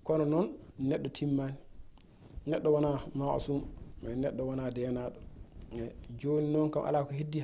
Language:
Fula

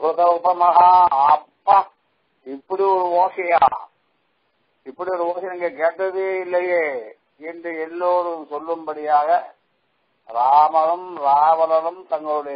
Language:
Tamil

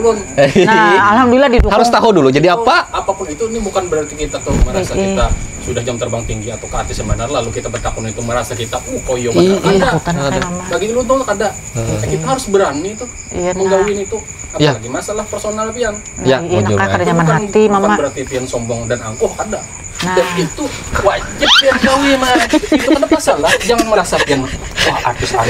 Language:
Banjar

